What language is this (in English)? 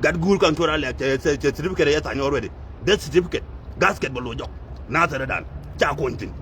Nuer